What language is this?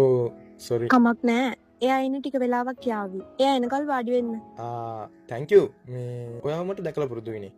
Sinhala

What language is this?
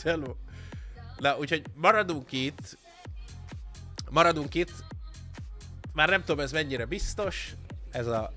Hungarian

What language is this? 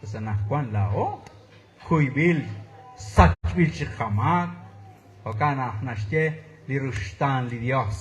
Kekchí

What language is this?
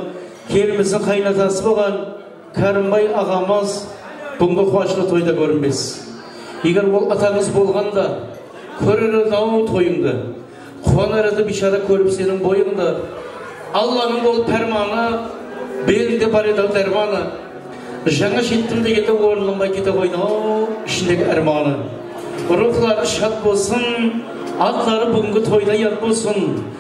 Kara-Kalpak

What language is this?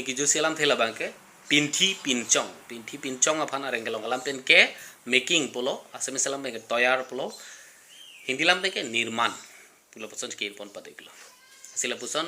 Karbi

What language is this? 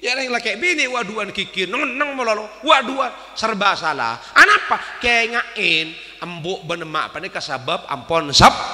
Madurese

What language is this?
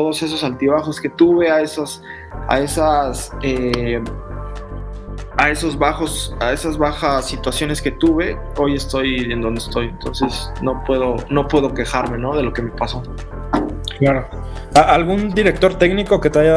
Spanish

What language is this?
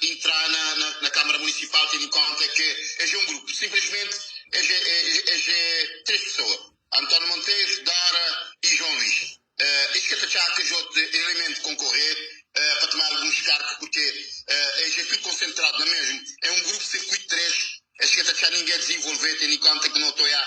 Kabuverdianu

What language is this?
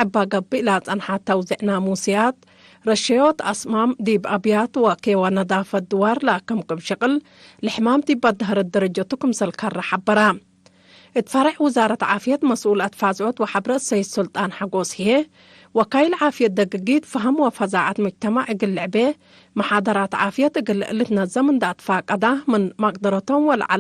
Tigre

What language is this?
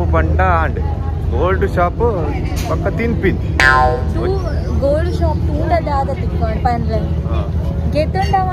Tulu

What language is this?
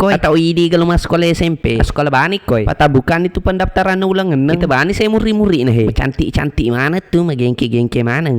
Buginese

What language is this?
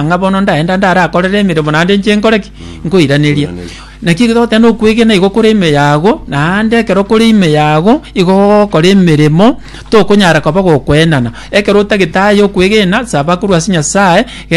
Gusii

